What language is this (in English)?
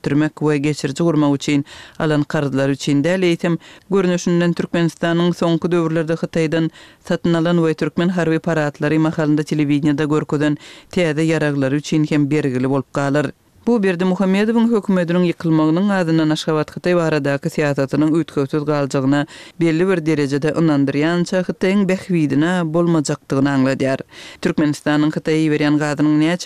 Turkmen